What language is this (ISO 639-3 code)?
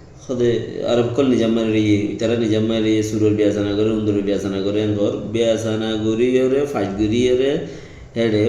rhg